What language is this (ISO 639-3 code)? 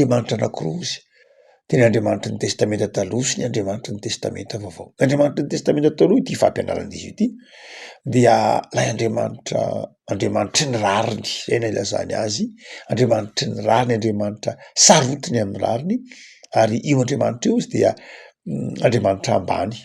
mlg